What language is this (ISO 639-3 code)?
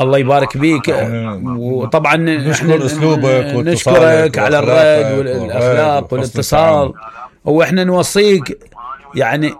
acm